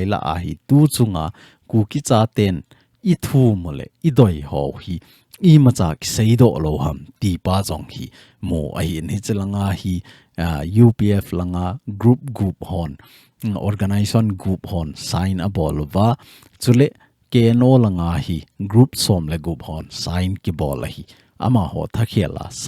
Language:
Thado Chin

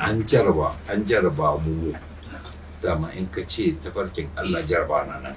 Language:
Hausa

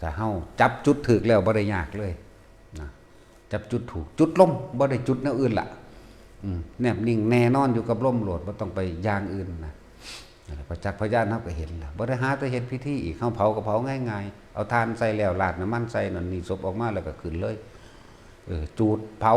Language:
Northeastern Thai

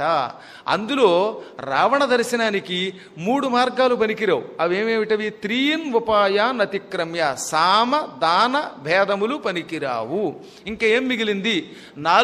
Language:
Telugu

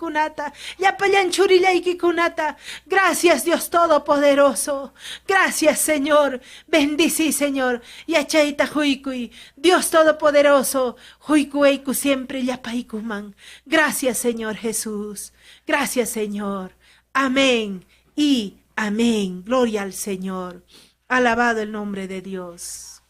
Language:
Ayacucho Quechua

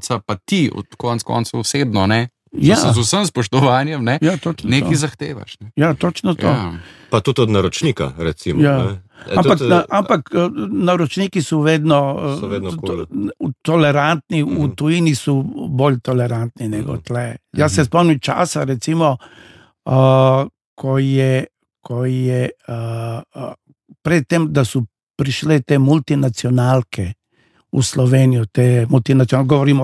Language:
Slovenian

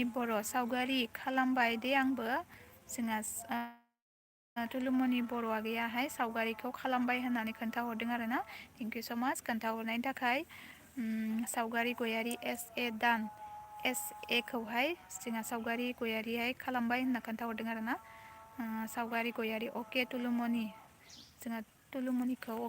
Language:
Bodo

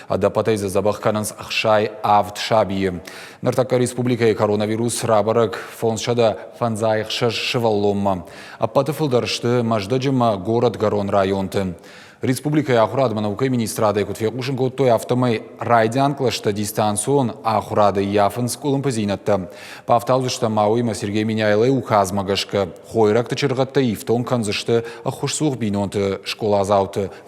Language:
Ossetic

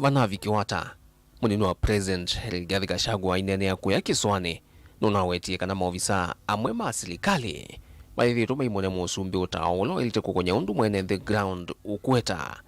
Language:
Kamba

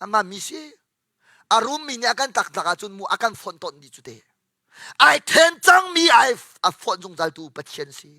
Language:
Hakha Chin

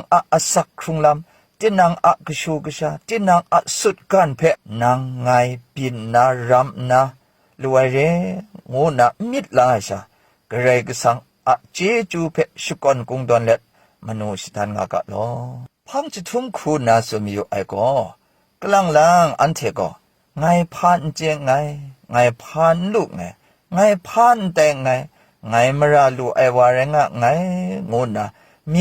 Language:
Kachin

